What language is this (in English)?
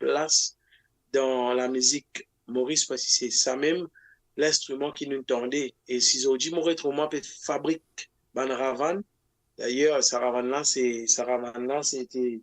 Morisyen